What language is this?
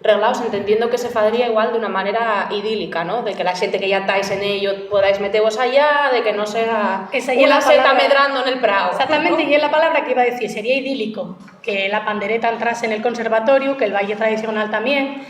Asturian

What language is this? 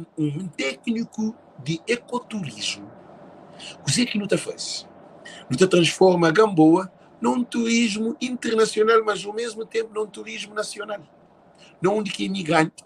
Kabuverdianu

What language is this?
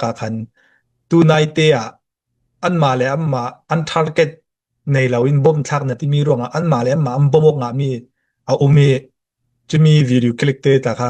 Hakha Chin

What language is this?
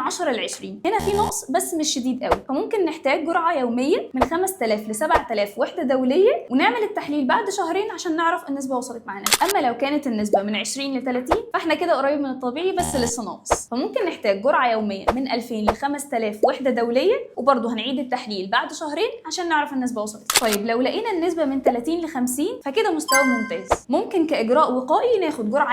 Egyptian Arabic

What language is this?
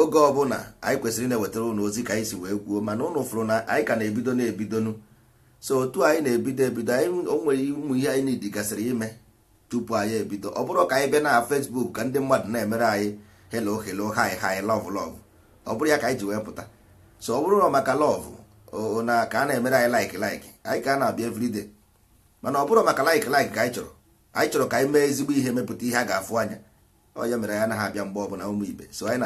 Igbo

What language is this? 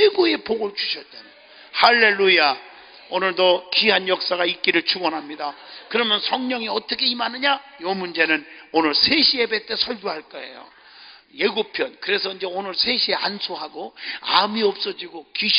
Korean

